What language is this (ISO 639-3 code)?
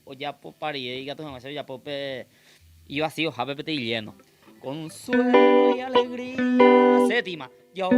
grn